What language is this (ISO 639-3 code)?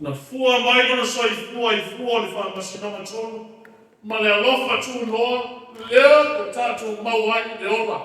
smo